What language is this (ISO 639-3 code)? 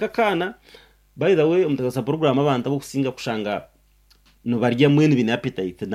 nyn